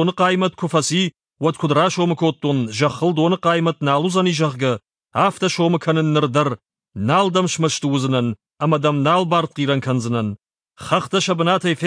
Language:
Ossetic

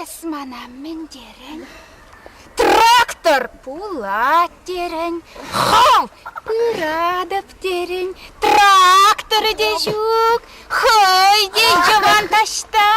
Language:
Chuvash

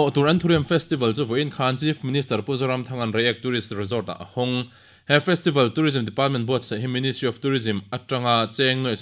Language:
Mizo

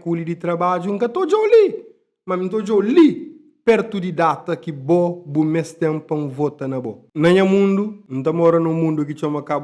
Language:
Kabuverdianu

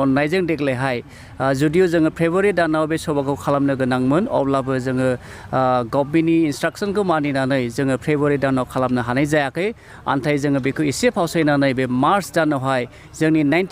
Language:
Bodo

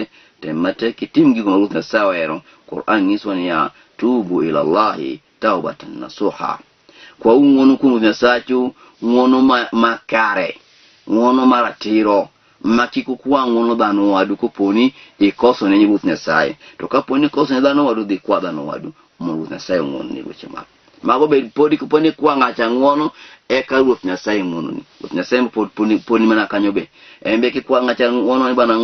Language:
Luo (Kenya and Tanzania)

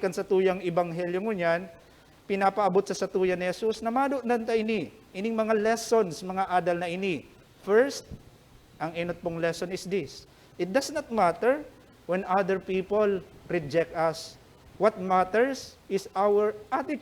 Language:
Bikol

